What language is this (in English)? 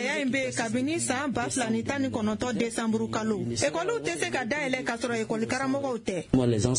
Bambara